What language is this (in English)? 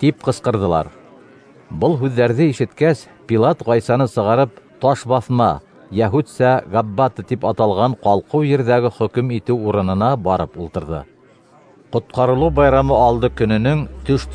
Bashkir